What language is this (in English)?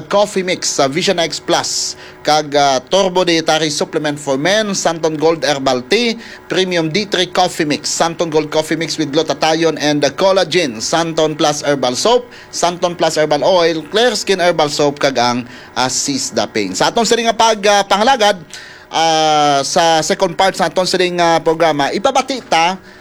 Hiligaynon